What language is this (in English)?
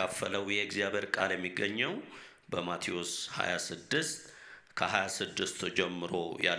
Amharic